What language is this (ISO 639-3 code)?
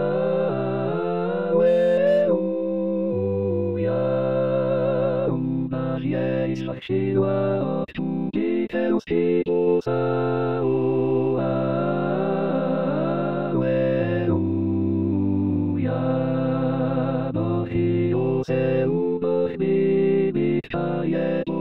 pol